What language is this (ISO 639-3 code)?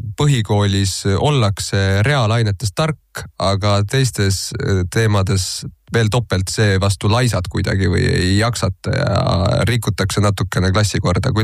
est